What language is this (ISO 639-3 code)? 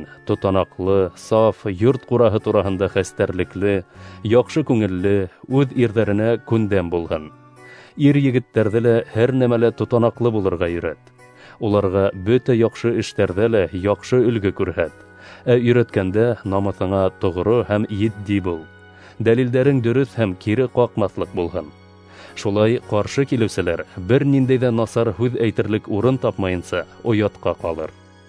bak